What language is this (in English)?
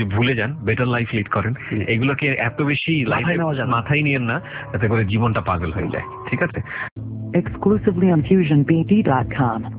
Bangla